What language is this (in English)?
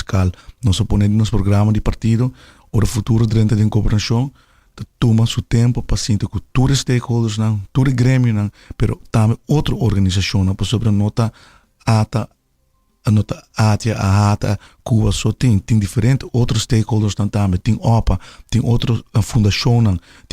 Papiamento